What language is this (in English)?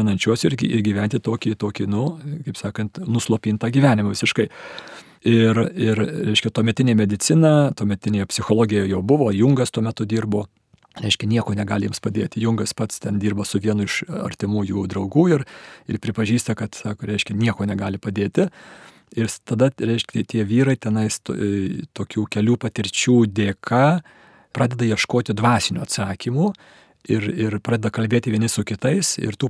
Lithuanian